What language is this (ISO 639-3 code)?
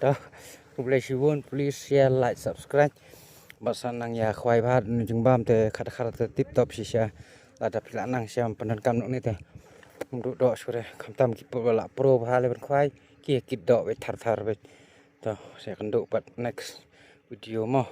kha